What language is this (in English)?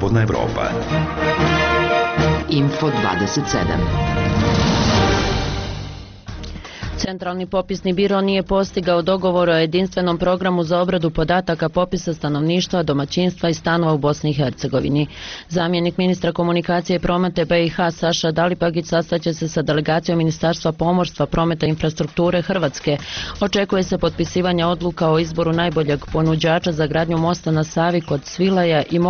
Bosnian